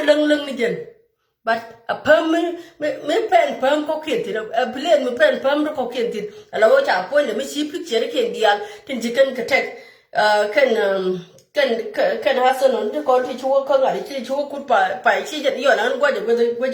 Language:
Nuer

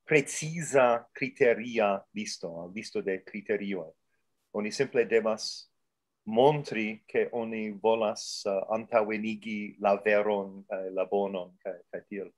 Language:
Esperanto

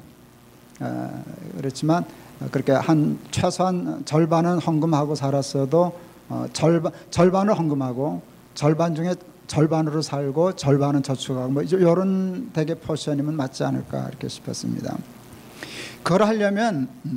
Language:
Korean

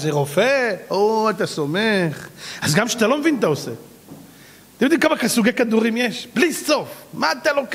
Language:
Hebrew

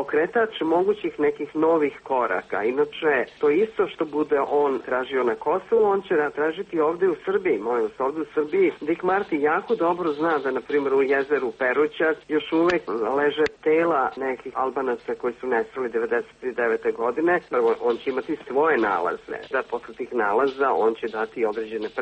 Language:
Serbian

